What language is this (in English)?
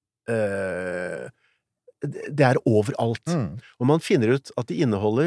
Norwegian